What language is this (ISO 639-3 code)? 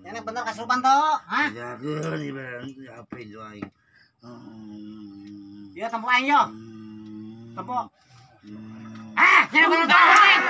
sun